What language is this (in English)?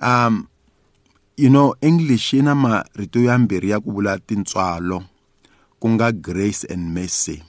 Tsonga